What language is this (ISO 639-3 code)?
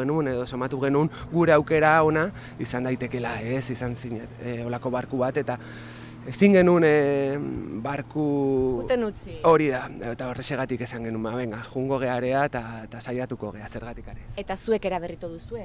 eus